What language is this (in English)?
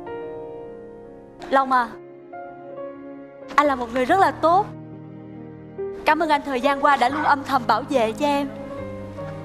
Vietnamese